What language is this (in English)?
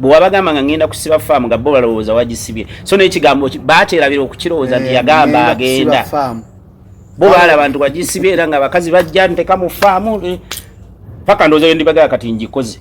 Ganda